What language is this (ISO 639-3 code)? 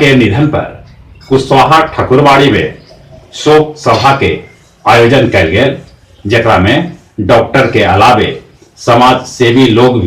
mag